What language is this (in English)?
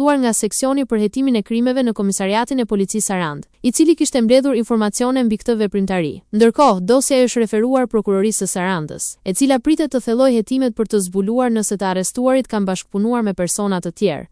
Albanian